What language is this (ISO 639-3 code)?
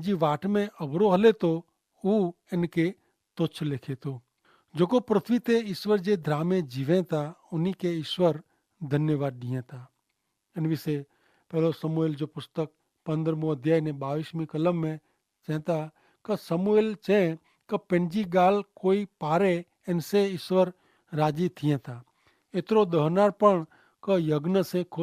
kfr